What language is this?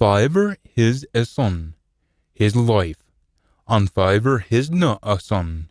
Scots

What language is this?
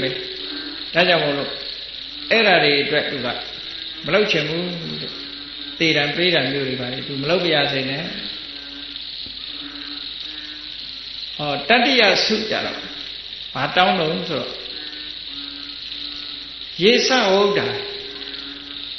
Burmese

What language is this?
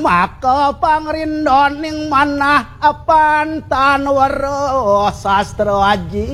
Balinese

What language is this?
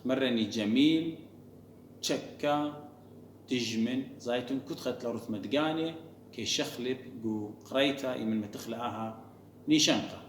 Assyrian Neo-Aramaic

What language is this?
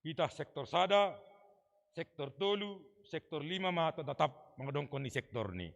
Batak Simalungun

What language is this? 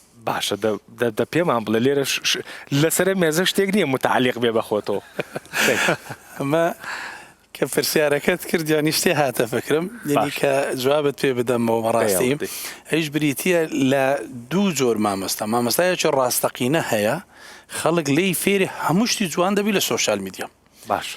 Central Kurdish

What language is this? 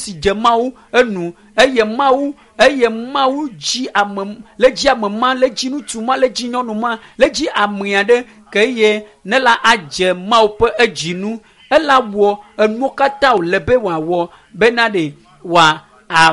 Ewe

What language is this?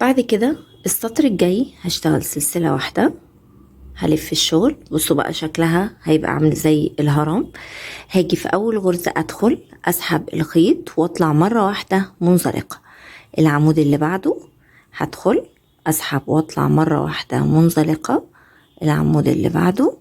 Egyptian Arabic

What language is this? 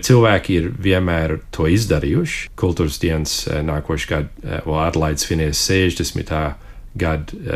Latvian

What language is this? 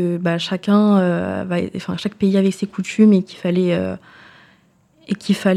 French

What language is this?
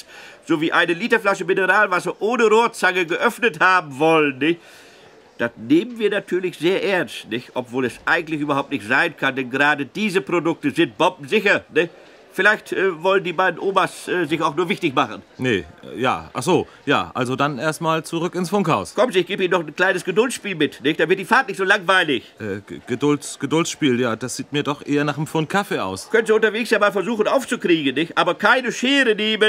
German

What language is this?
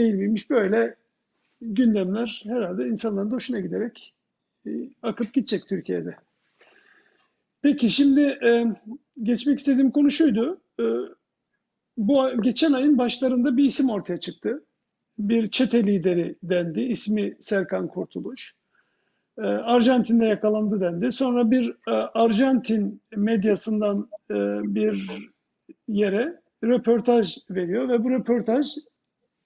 Turkish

